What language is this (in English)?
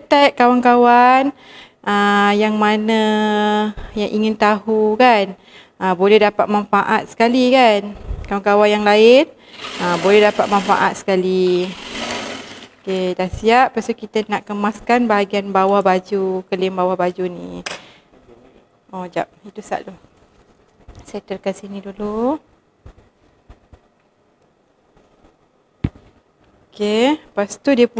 Malay